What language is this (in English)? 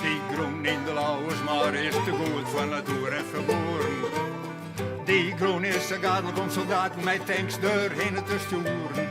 Western Frisian